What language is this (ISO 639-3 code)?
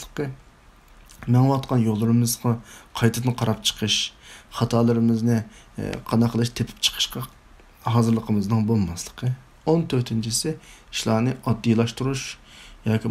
uig